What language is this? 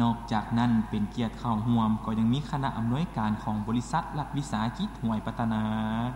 Lao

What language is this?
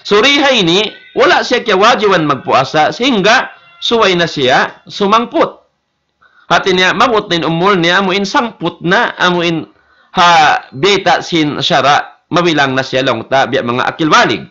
Tausug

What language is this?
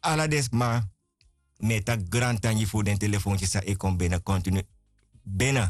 Sranan Tongo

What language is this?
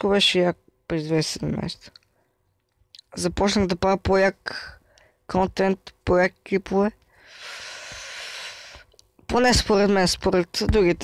Bulgarian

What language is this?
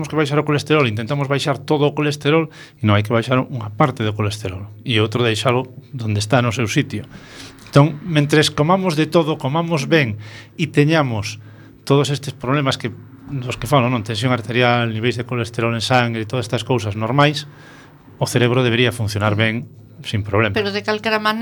Galician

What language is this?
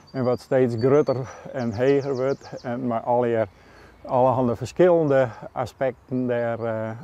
Western Frisian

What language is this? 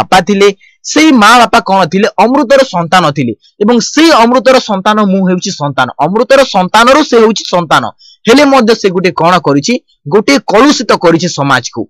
Odia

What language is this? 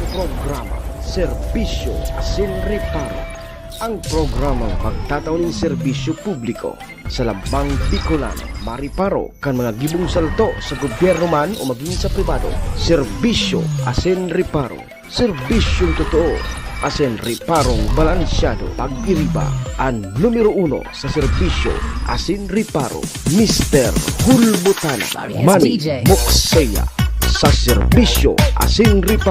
Bikol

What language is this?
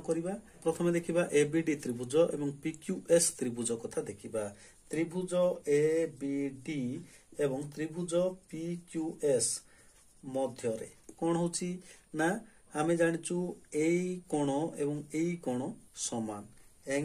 Odia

